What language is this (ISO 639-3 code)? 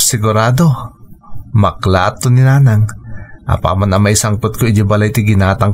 ilo